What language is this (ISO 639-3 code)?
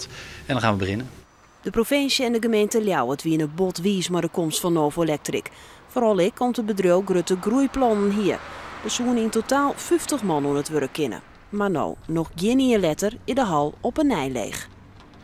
fry